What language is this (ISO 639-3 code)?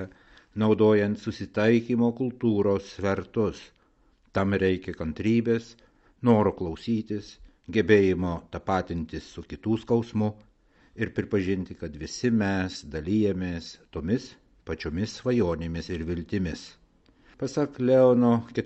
lit